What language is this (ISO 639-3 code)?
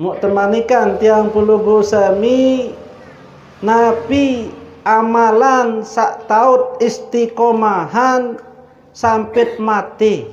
sas